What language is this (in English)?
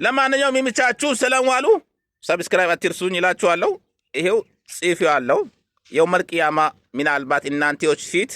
Amharic